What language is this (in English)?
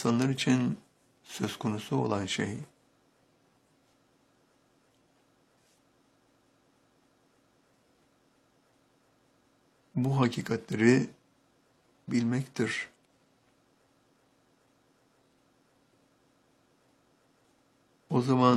Turkish